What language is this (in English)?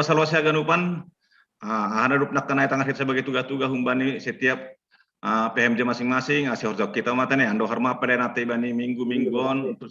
Batak Simalungun